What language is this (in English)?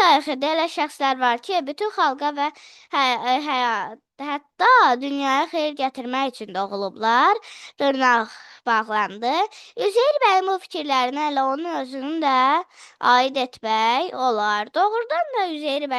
Azerbaijani